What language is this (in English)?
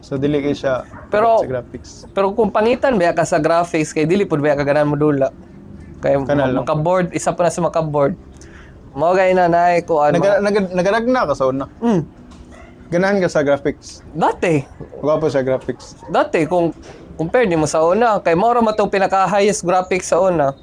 Cebuano